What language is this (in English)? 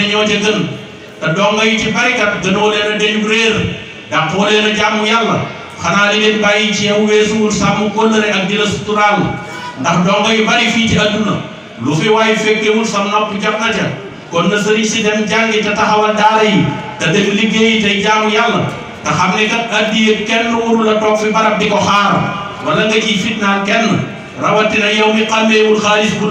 Wolof